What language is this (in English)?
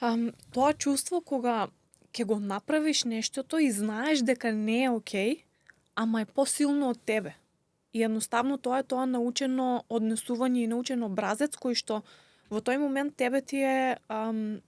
Macedonian